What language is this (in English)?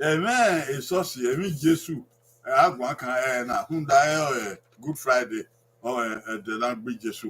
Bini